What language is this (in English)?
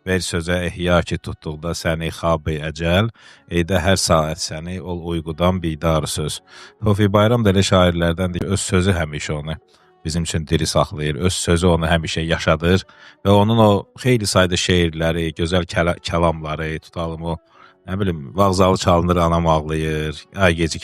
Azerbaijani